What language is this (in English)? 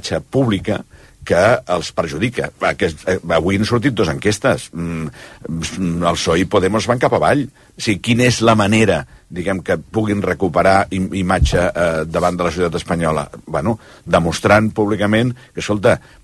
Catalan